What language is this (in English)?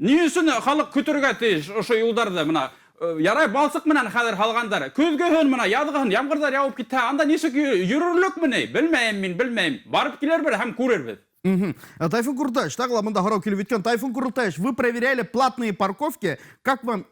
Bashkir